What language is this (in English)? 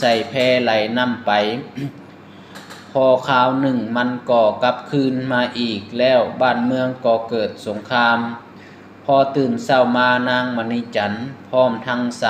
Lao